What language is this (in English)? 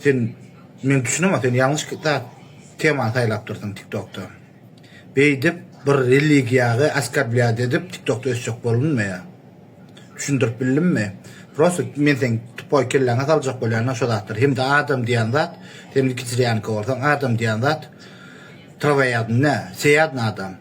Turkmen